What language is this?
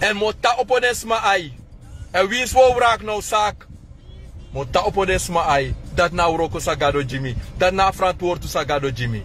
Sranan Tongo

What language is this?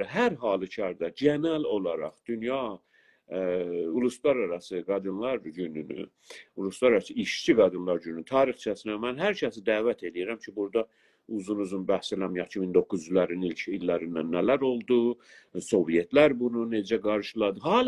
South Azerbaijani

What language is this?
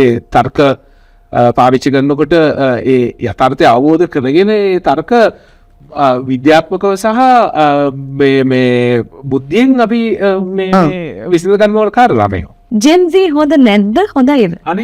Sinhala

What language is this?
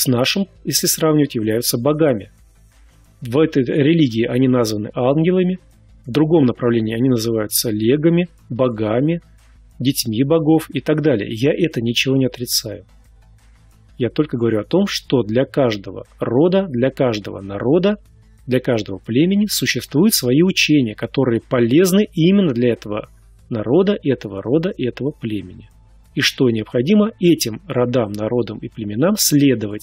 Russian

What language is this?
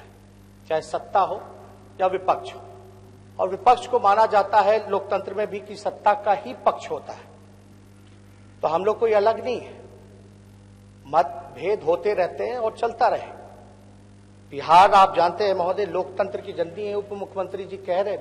Hindi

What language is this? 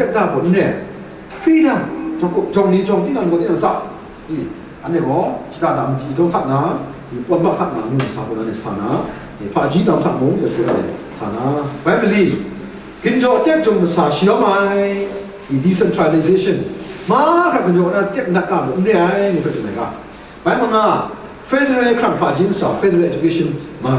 Kachin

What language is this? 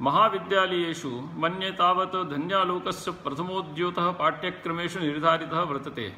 Sanskrit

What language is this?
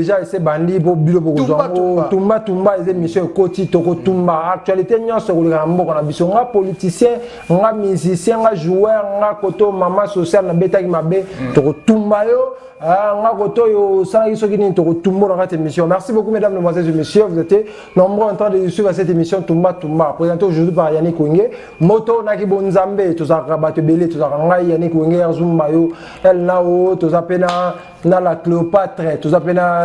Lingala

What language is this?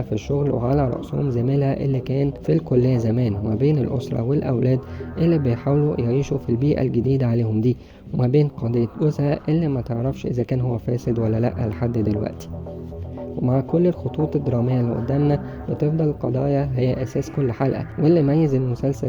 Egyptian Arabic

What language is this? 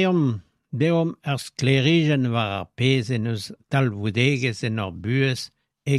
Breton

